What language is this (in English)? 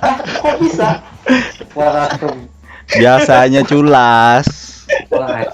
Banjar